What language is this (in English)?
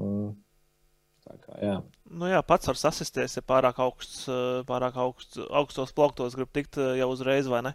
Latvian